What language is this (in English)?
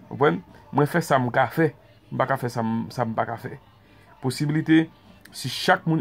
Haitian Creole